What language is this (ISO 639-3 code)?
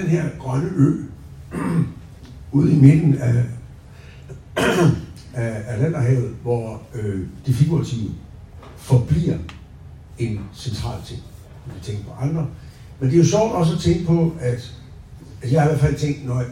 dan